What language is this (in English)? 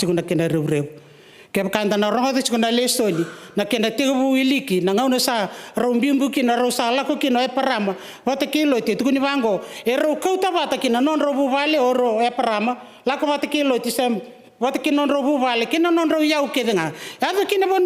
Fijian